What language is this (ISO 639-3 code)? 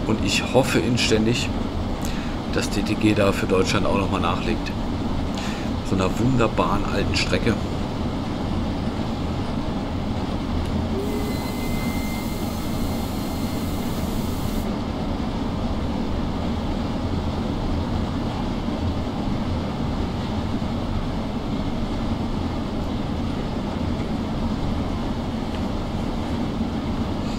deu